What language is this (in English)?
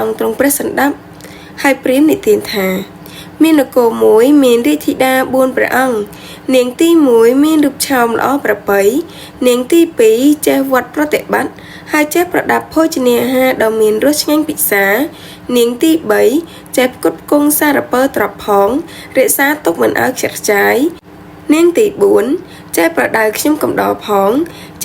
Khmer